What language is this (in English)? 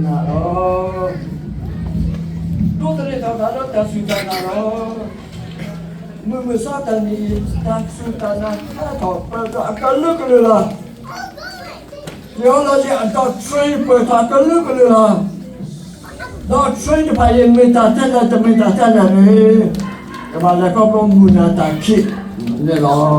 S'gaw Karen